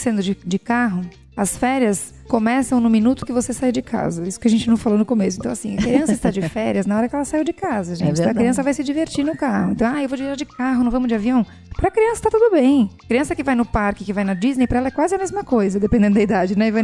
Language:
Portuguese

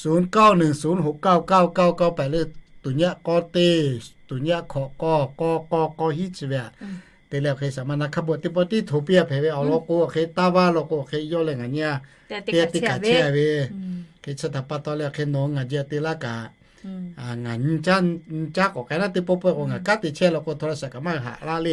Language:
Lahu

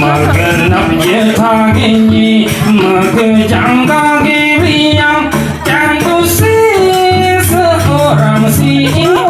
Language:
Balinese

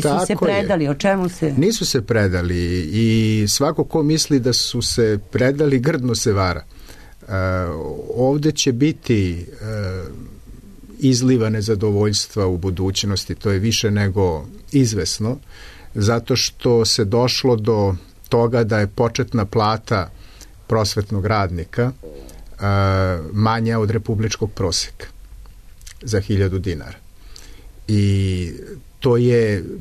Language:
Serbian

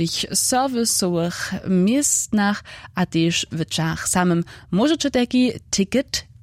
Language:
Upper Sorbian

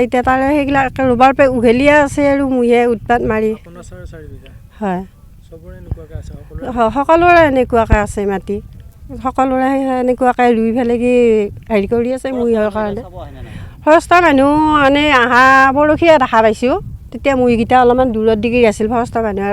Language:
Assamese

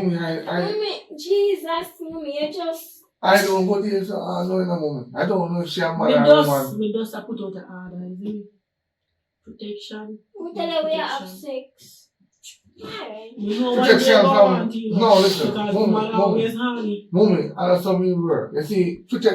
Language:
Jamaican Creole English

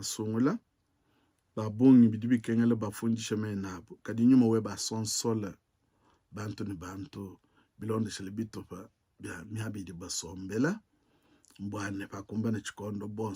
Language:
Luba-Lulua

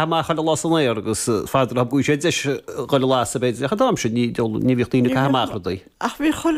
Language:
Irish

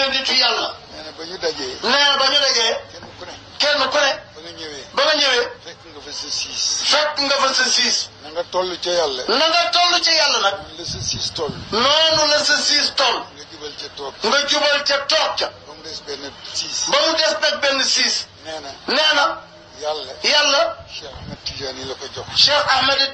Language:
Wolof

